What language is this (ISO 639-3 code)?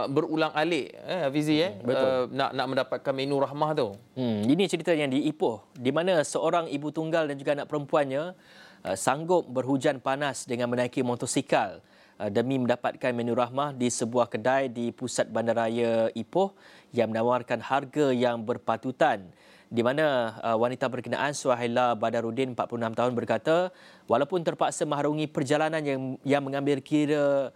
msa